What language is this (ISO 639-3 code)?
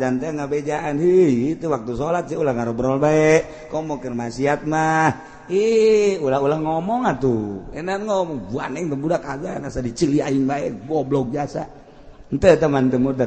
sun